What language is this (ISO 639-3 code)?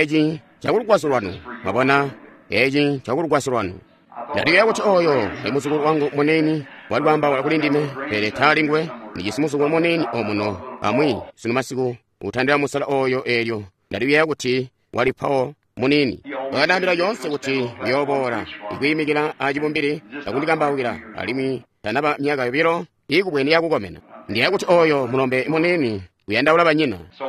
toi